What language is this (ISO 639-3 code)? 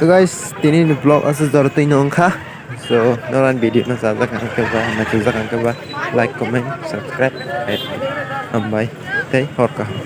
trp